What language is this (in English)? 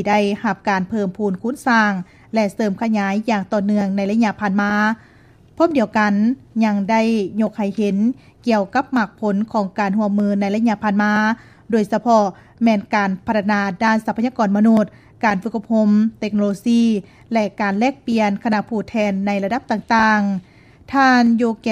Lao